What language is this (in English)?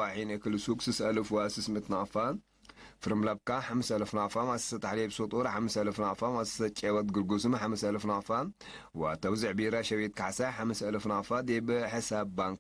Tigre